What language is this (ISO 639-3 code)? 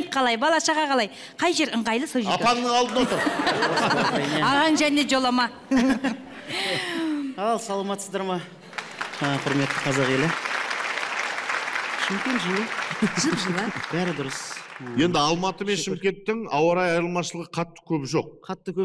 kaz